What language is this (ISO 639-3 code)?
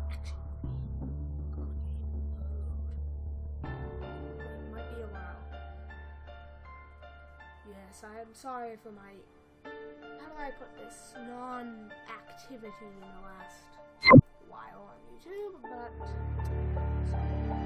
eng